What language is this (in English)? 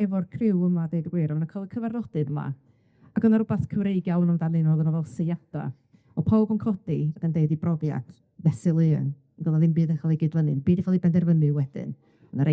Welsh